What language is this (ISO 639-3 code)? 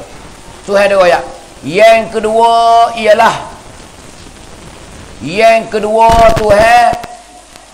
mfa